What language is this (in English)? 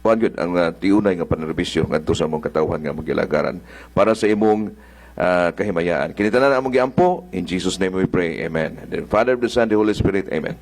Cebuano